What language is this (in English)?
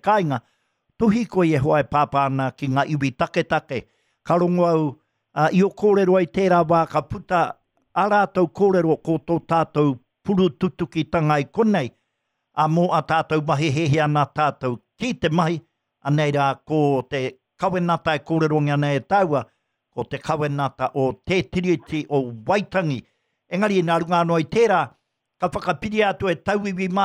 Māori